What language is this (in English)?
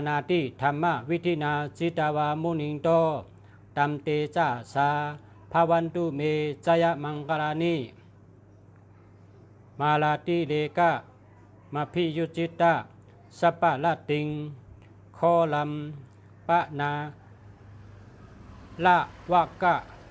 Shan